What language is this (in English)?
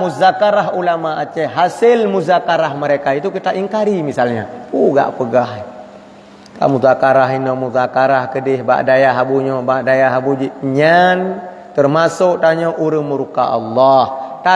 Achinese